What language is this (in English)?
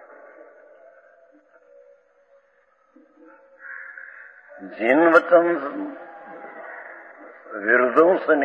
Gujarati